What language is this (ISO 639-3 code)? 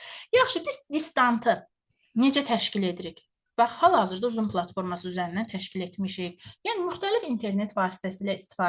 aze